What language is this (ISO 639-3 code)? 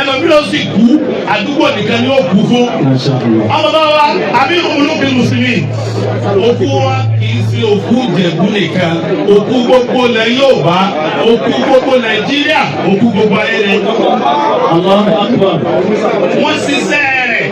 yor